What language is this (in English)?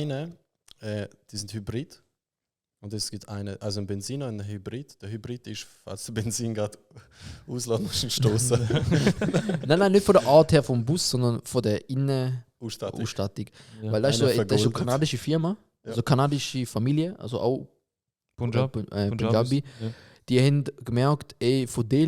Swiss German